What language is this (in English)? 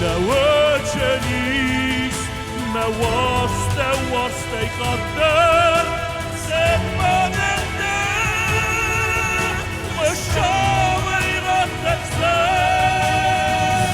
Ossetic